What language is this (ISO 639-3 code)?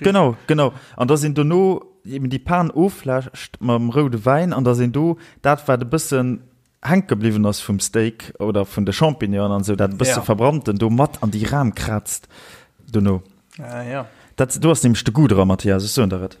ltz